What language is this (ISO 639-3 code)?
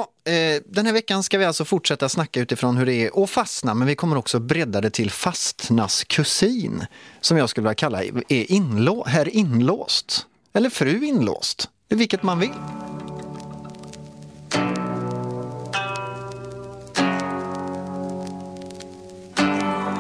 swe